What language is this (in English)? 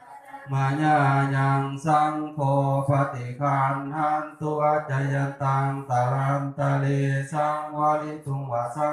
Pali